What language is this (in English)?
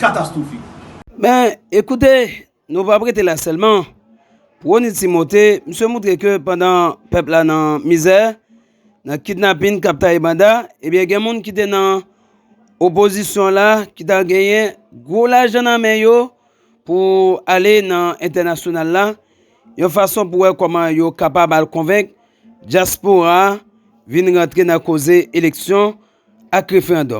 Haitian Creole